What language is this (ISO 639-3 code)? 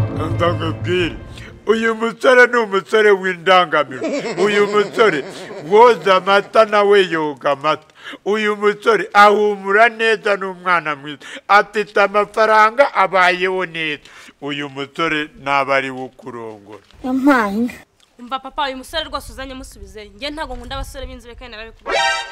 kin